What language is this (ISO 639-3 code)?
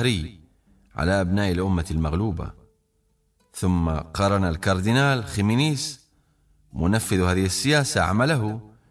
aeb